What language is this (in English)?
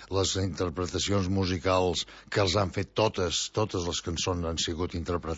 Catalan